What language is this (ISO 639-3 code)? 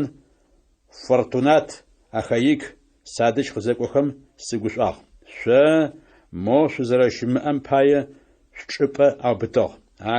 ady